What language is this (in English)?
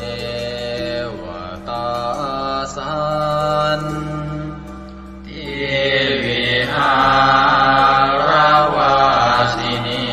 Pali